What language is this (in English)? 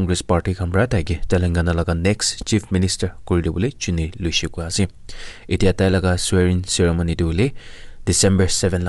Naga Pidgin